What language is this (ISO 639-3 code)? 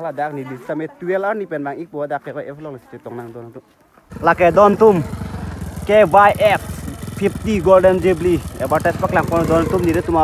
mjw